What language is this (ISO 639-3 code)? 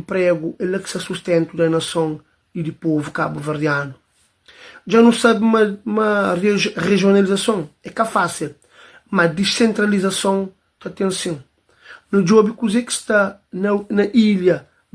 kea